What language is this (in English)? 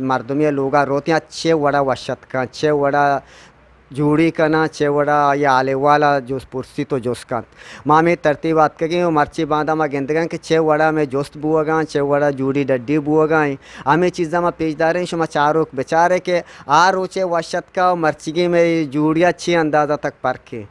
Eastern Balochi